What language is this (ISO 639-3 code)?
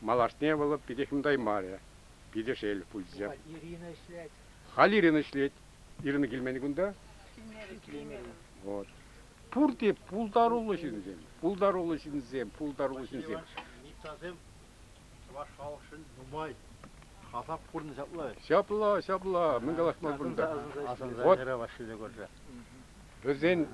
chv